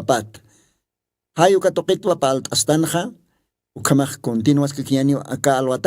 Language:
Aymara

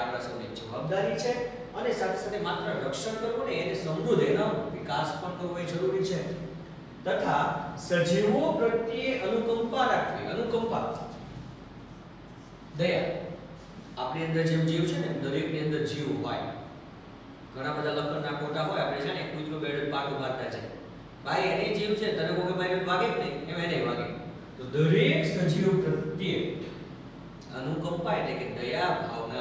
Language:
Gujarati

